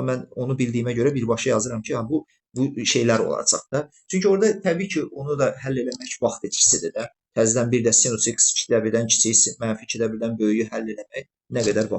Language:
Azerbaijani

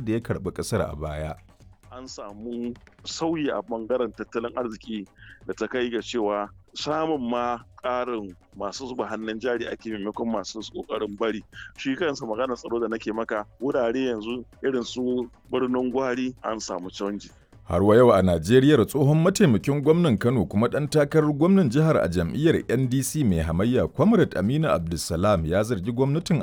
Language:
Hausa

